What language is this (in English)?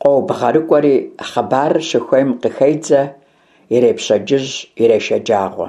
Kabardian